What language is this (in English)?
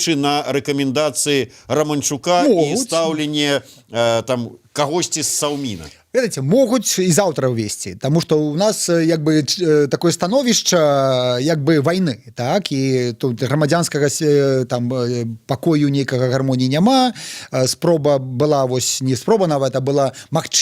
Belarusian